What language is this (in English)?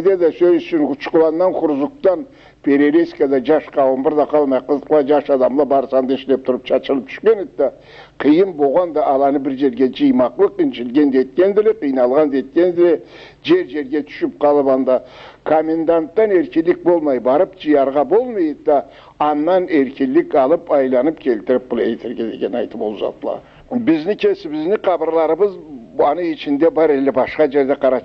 Karachay-Balkar